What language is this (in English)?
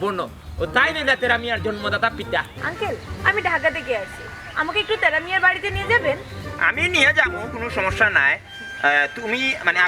Sylheti